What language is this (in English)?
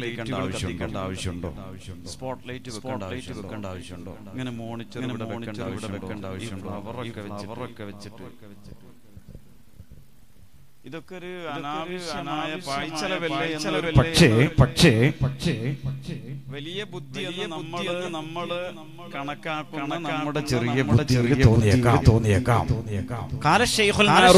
Malayalam